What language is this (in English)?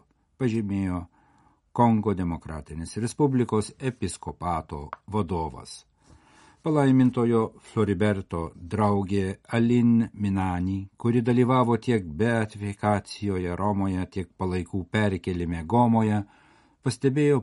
Lithuanian